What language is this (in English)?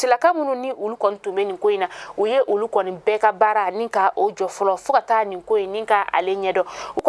Bambara